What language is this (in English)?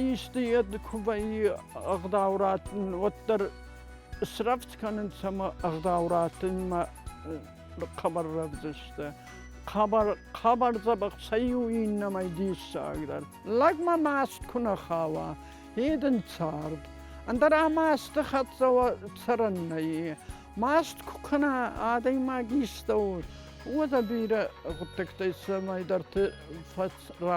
Ossetic